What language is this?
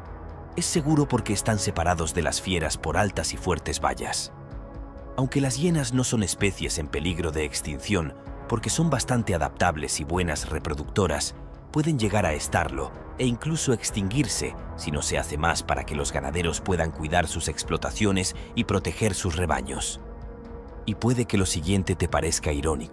Spanish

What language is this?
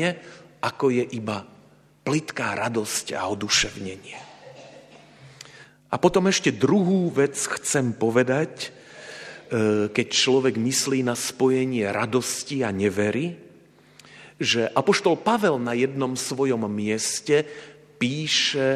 Slovak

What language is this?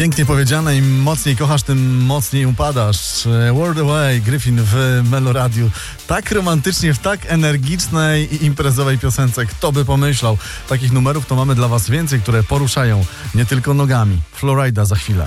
Polish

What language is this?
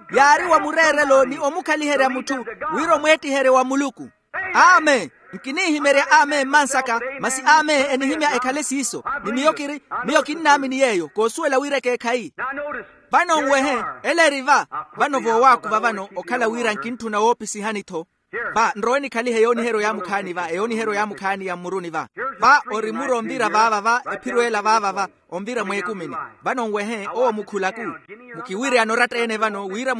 Makhuwa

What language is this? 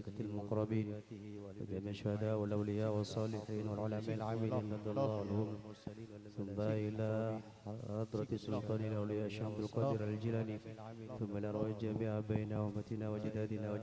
Madurese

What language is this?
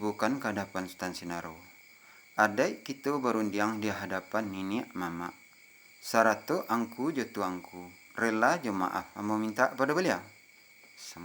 Minangkabau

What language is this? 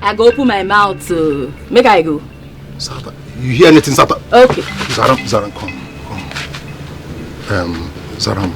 Nigerian Pidgin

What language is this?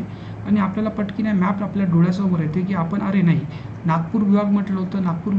Marathi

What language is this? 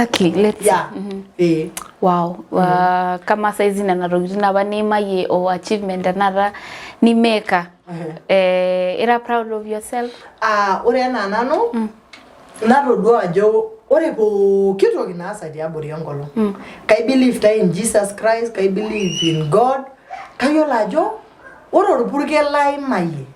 Masai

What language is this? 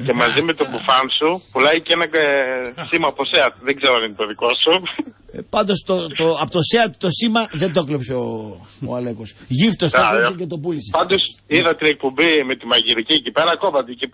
Greek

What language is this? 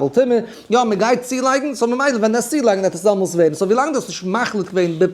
Yiddish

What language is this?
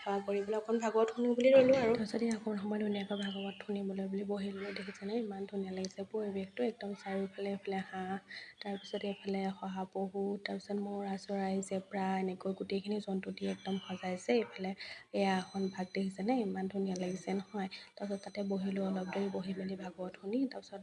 Assamese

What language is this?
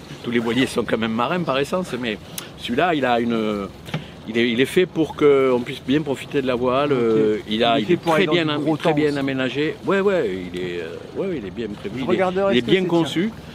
French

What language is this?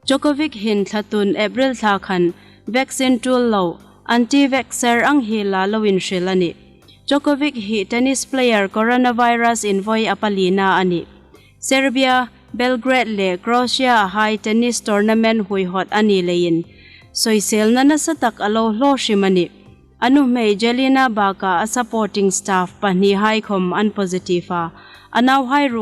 Hmar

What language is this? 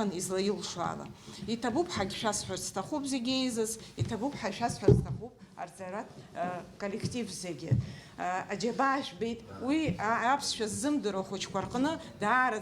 Abkhazian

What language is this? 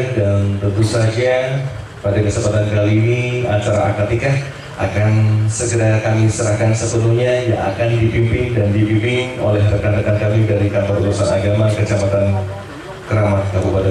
Indonesian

